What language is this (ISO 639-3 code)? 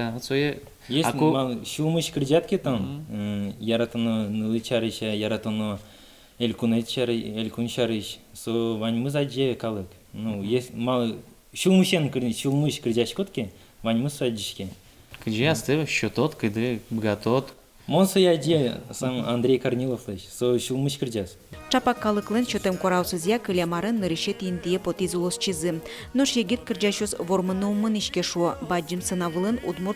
udm